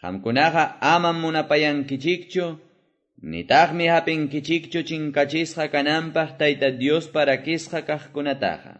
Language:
Quechua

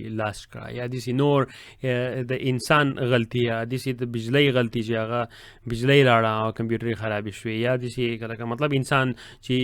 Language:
Pashto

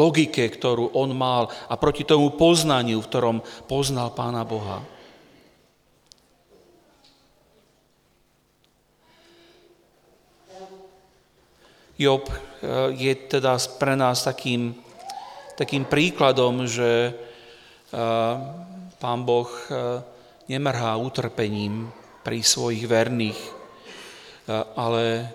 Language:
Slovak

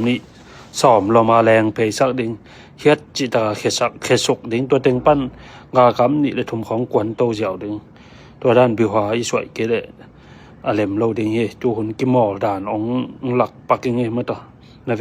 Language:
Tedim Chin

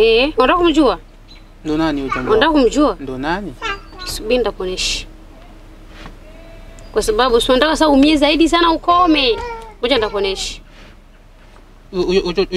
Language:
Swahili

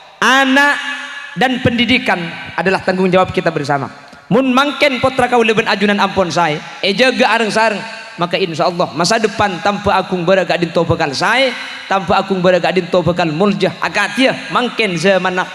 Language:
Madurese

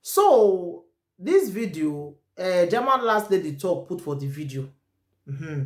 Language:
Nigerian Pidgin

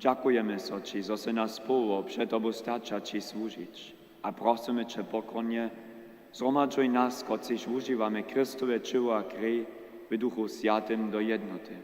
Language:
Upper Sorbian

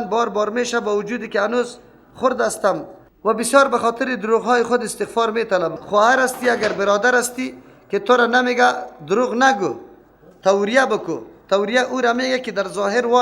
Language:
Persian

